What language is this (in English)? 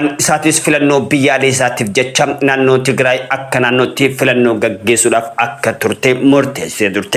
Oromo